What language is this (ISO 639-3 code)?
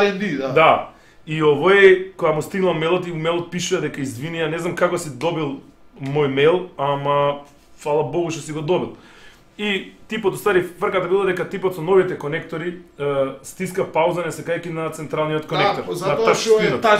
mkd